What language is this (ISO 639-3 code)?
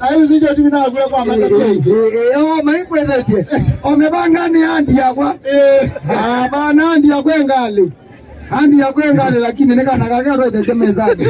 kam